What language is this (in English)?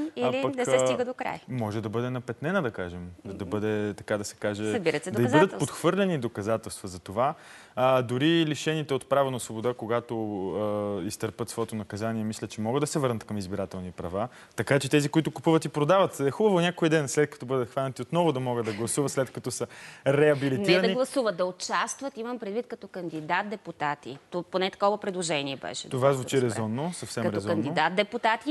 Bulgarian